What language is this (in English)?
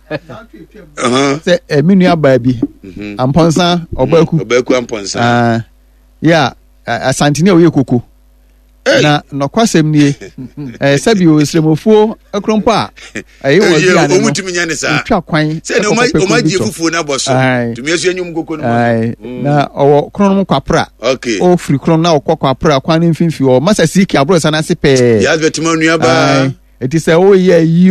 Akan